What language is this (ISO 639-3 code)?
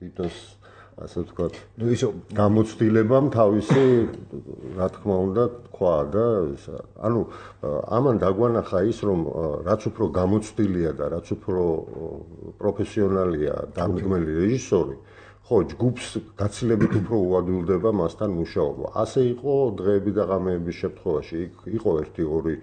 kat